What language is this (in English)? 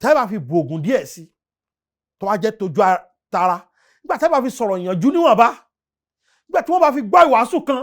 Yoruba